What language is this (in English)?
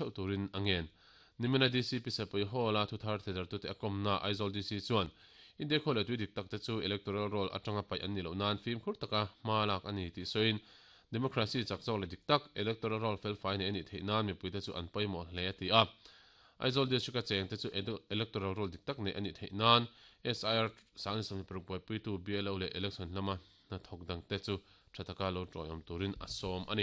Mizo